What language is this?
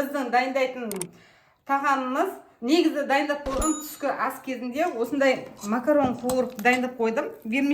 Kazakh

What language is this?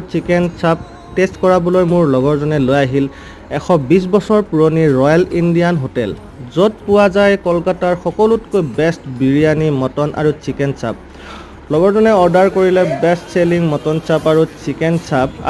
Assamese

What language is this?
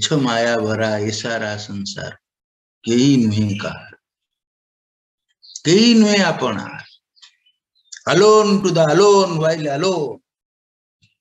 Odia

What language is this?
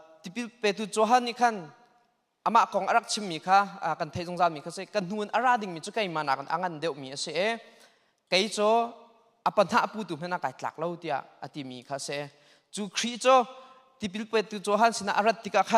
Hakha Chin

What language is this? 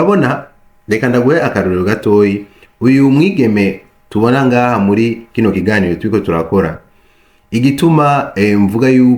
Rundi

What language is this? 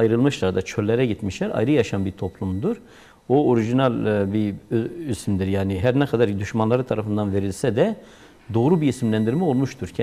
Turkish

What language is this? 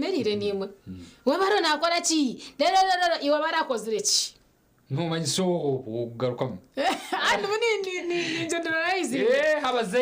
Nyankole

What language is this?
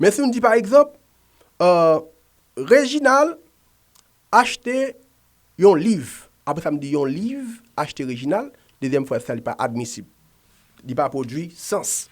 Haitian Creole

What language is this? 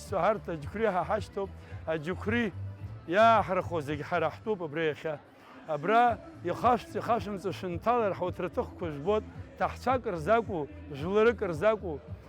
Abkhazian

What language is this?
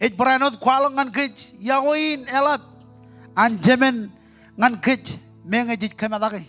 Marshallese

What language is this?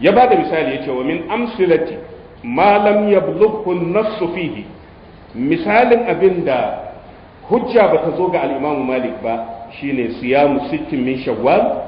Hausa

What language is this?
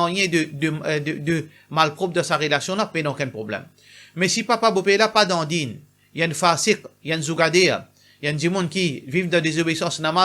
Morisyen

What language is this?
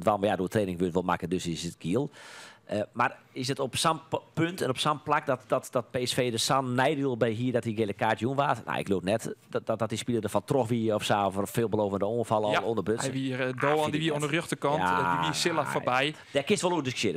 Western Frisian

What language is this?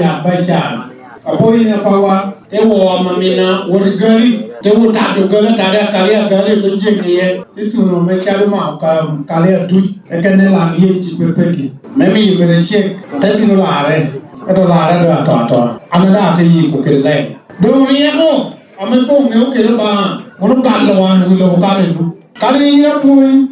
Lango (Uganda)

